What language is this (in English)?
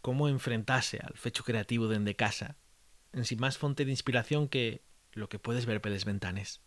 Asturian